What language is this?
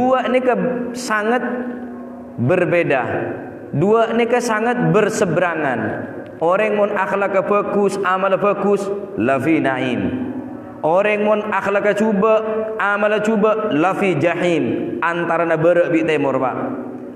Madurese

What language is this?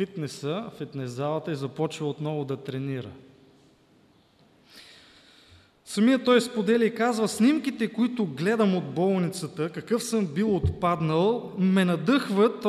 Bulgarian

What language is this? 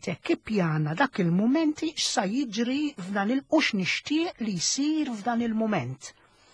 Maltese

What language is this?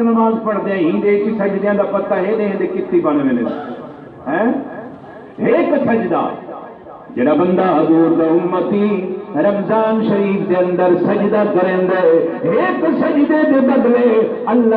Saraiki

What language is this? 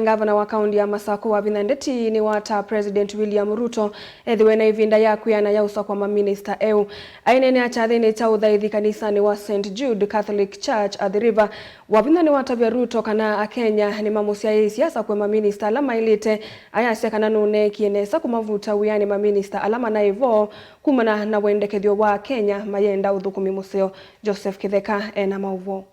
Kamba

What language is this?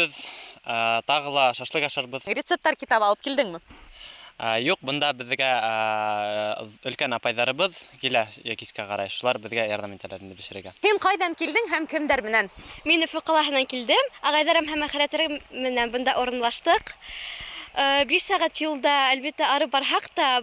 Bashkir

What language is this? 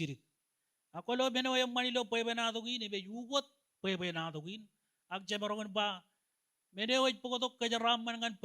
Marshallese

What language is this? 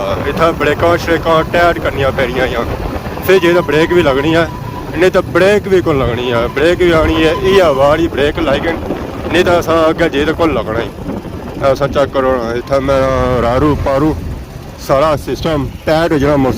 Pahari-Potwari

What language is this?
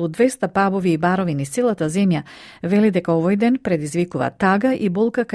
Macedonian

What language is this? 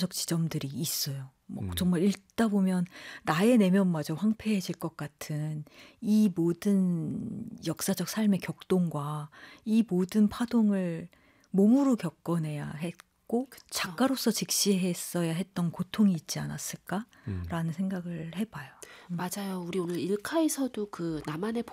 Korean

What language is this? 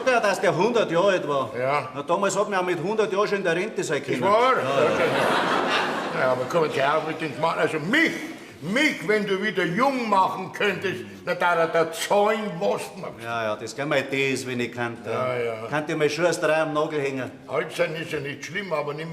Bavarian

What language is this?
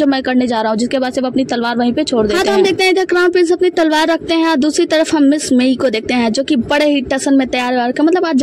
Hindi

